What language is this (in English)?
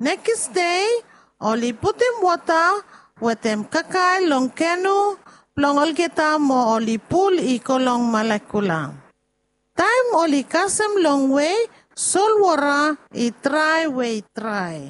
Bislama